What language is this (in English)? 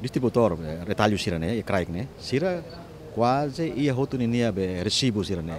Tetum